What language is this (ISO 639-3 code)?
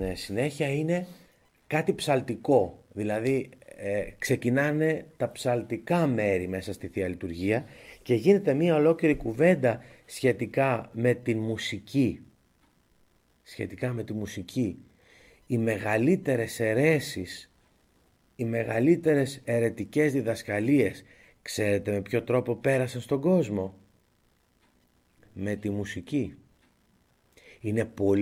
ell